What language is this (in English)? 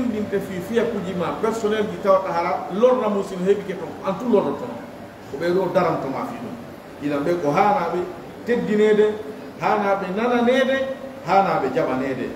Pular